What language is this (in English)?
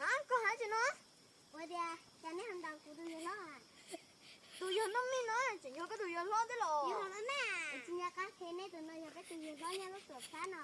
Hmong